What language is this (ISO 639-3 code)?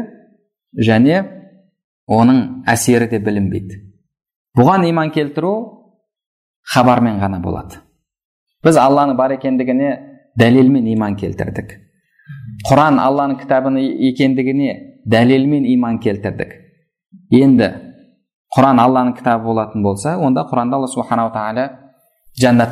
kaz